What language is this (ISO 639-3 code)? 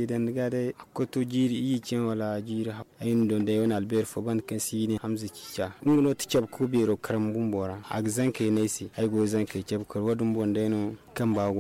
dje